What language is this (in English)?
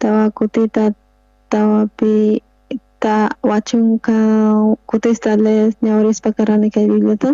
South Bolivian Quechua